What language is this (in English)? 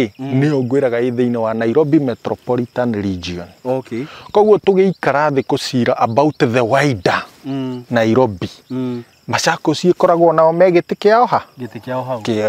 Kikuyu